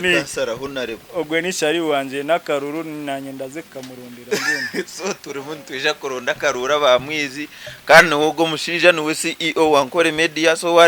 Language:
Nyankole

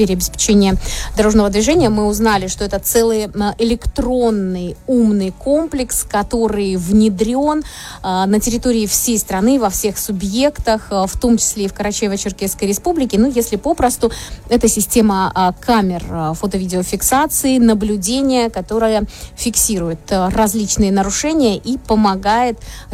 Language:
Russian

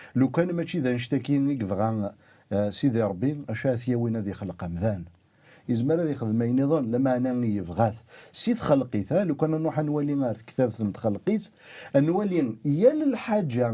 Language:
Kabyle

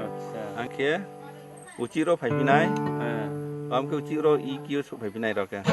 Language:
Riang (India)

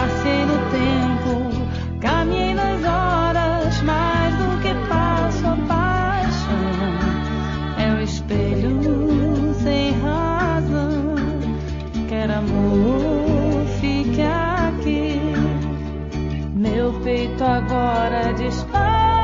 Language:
Portuguese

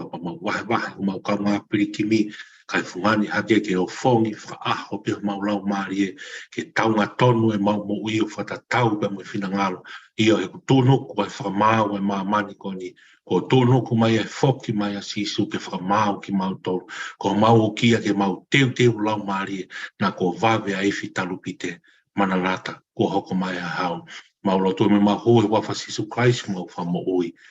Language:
Tongan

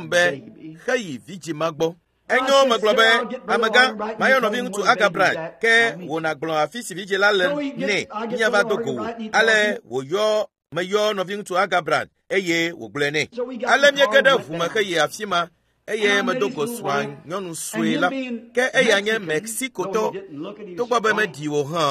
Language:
Ewe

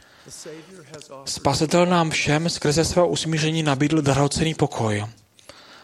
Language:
Czech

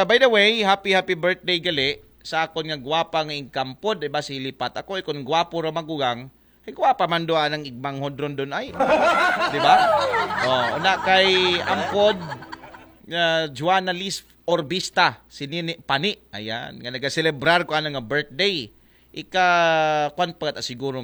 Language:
Aklanon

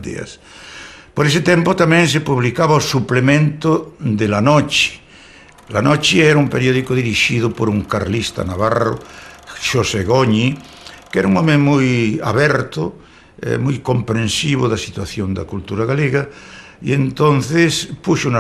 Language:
Galician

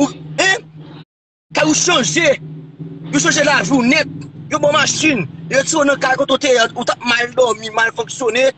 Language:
Haitian Creole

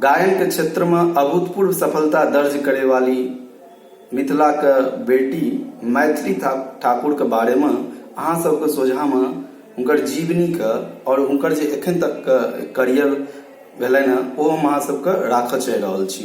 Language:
Maithili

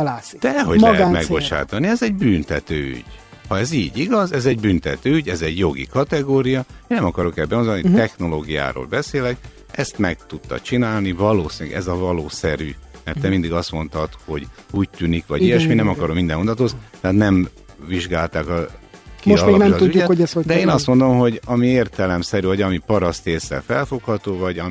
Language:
Hungarian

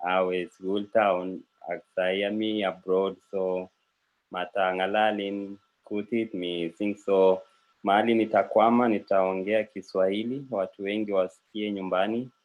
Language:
Kalenjin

